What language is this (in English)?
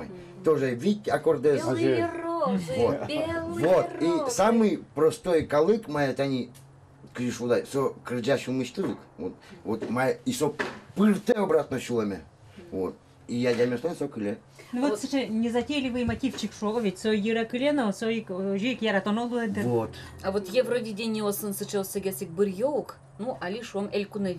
Udmurt